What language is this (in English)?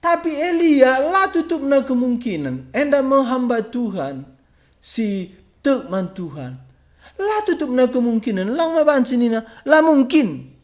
Batak Karo